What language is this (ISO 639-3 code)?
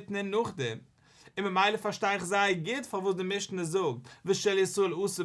yid